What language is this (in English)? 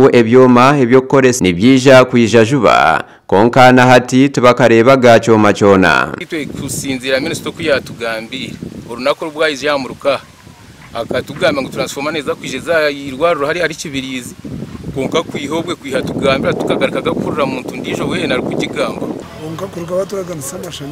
Nyankole